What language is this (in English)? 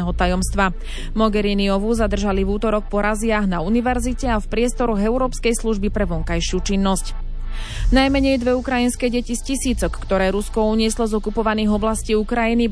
Slovak